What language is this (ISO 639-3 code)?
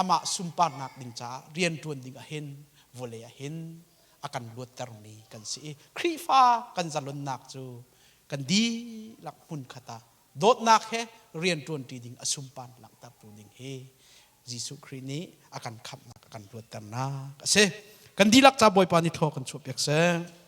cnh